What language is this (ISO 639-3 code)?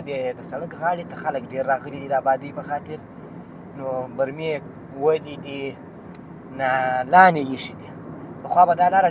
pus